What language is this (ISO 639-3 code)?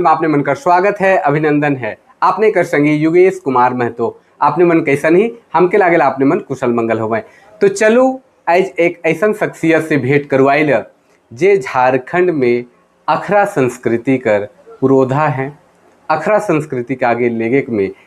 sck